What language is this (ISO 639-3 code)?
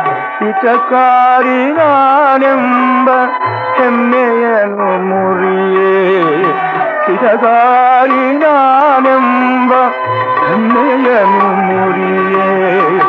kan